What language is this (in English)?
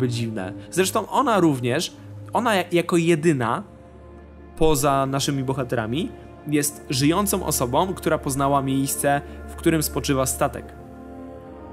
Polish